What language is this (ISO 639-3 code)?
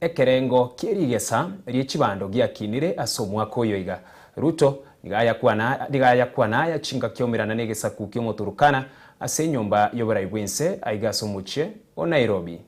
guz